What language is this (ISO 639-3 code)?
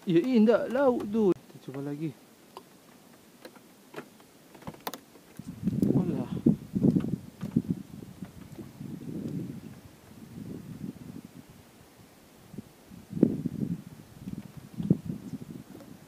msa